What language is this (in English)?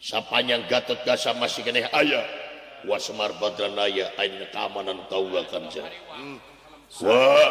Sundanese